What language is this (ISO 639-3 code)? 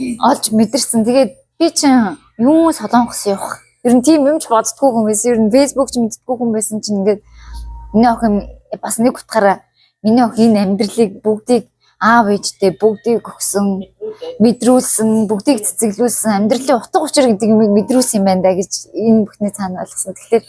mon